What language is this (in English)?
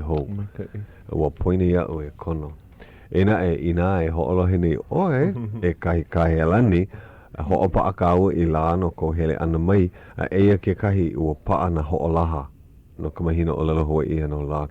Hawaiian